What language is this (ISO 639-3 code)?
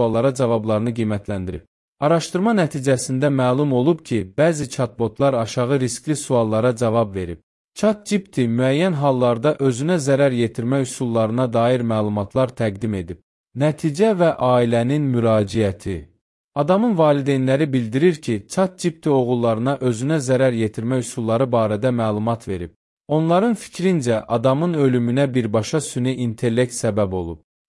aze